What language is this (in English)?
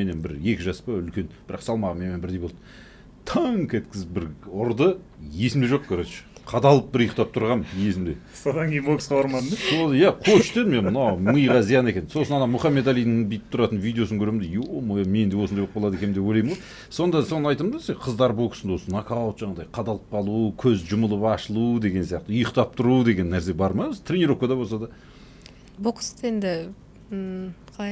Kazakh